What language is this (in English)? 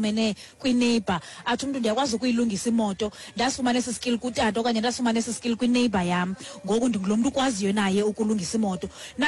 Xhosa